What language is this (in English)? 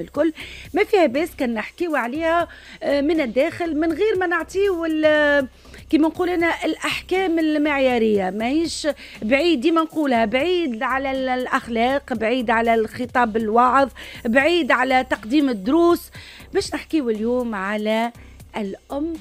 Tunisian Arabic